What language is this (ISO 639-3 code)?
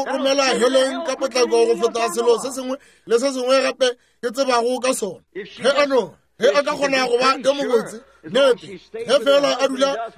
nso